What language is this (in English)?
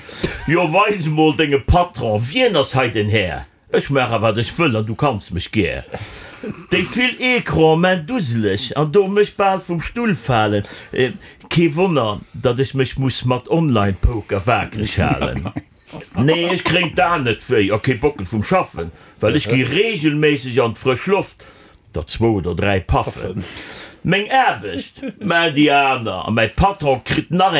Luxembourgish